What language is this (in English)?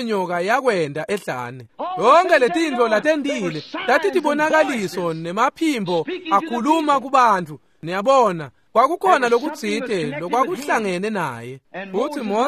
Swati